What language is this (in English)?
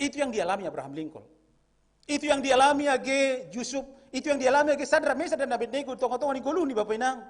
Batak Simalungun